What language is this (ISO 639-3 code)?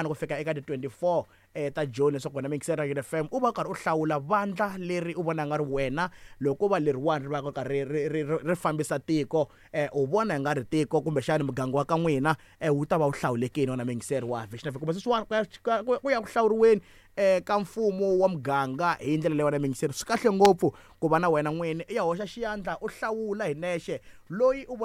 tso